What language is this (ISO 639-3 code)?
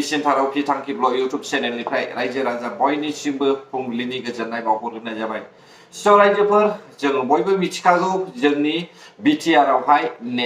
brx